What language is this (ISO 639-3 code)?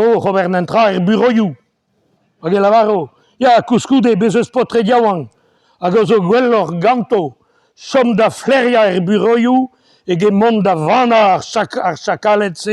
bre